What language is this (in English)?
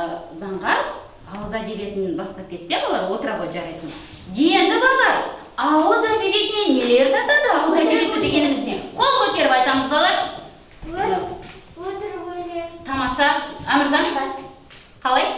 Kazakh